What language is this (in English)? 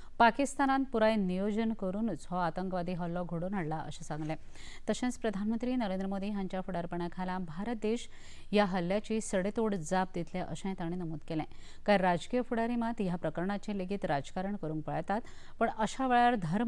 Konkani